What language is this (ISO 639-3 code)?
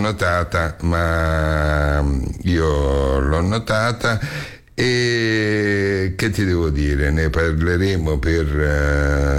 ita